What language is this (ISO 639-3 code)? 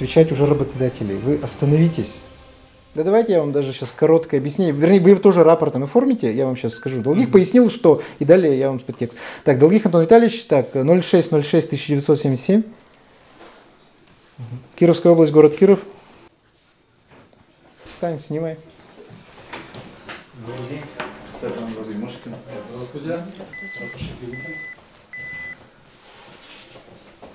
rus